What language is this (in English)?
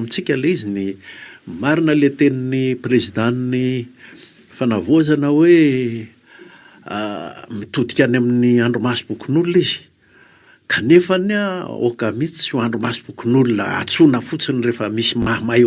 Malagasy